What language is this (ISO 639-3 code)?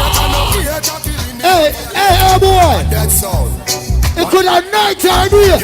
jam